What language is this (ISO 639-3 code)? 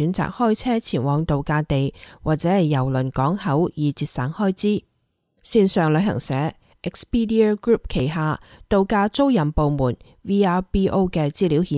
yue